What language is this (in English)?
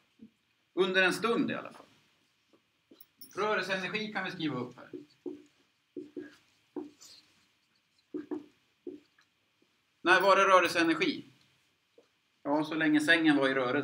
Swedish